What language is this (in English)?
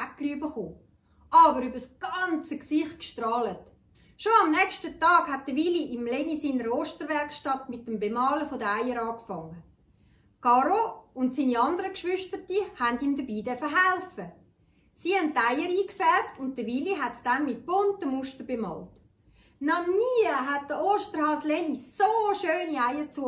Swiss German